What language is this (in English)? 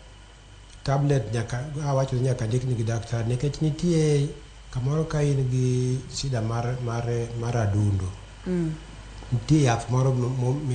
Luo (Kenya and Tanzania)